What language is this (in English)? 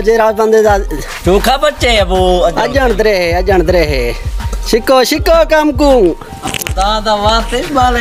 Saraiki